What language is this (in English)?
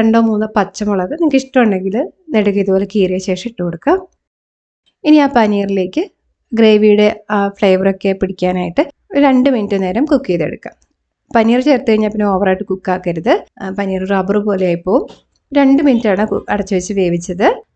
Malayalam